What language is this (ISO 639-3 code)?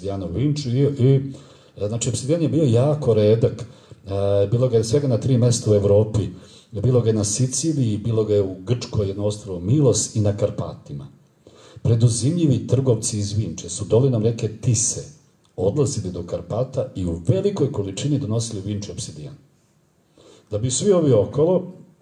srp